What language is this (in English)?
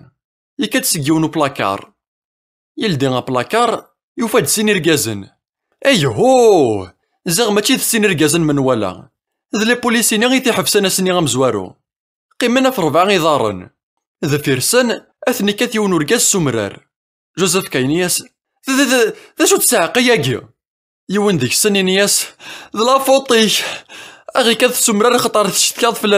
Kabyle